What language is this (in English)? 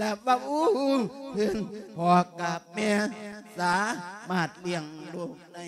Lao